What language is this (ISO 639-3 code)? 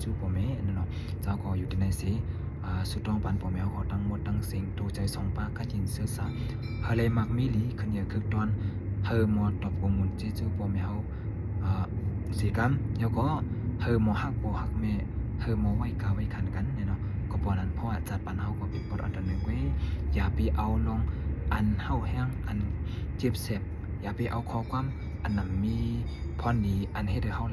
shn